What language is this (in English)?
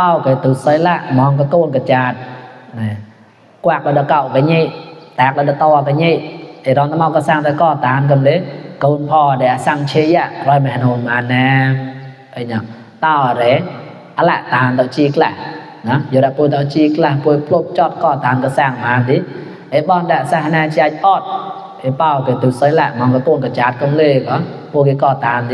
Mon